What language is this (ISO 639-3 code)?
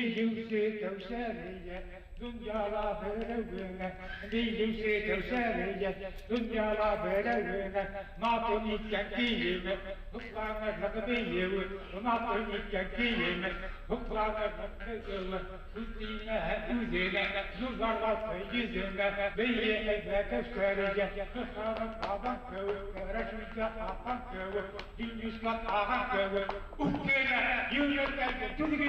bak